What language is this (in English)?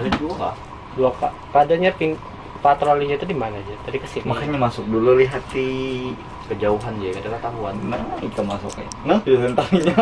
Banjar